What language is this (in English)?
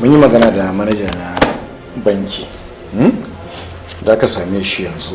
Hausa